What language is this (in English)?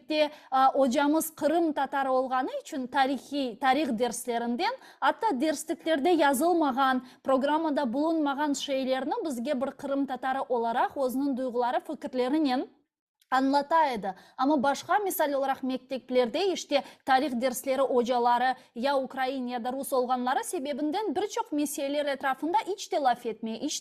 Crimean Tatar